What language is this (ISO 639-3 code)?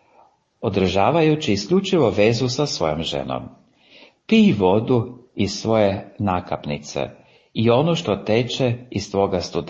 hrv